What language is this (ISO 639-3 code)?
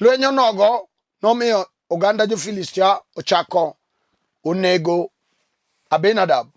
luo